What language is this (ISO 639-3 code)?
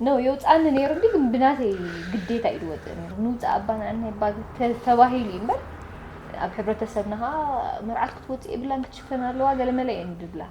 tir